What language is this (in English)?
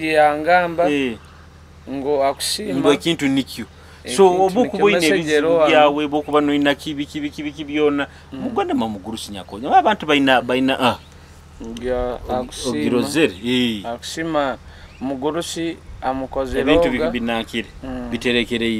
Nyoro